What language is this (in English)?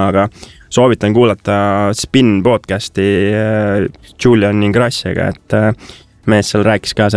Estonian